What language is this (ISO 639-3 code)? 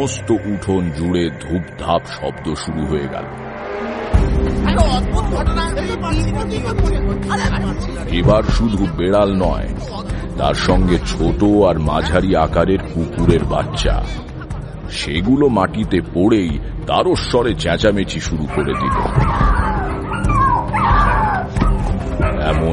ben